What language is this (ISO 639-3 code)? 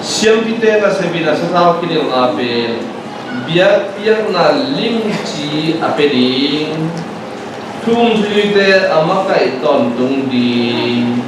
ctd